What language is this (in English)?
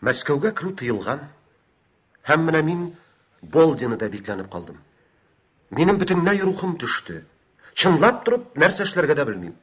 Tatar